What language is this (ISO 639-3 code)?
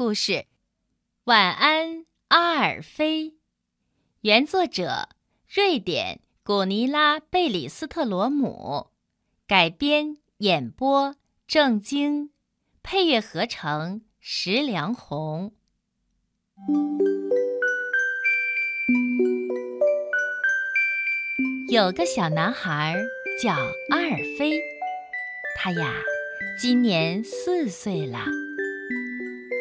zho